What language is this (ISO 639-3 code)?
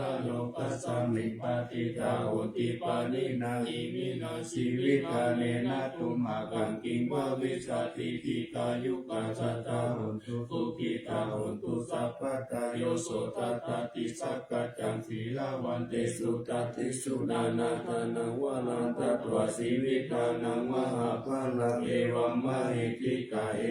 pli